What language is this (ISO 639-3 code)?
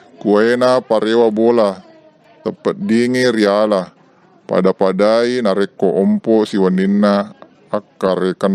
bug